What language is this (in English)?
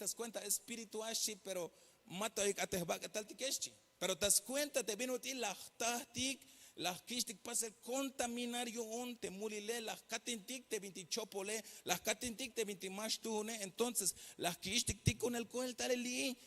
Tzeltal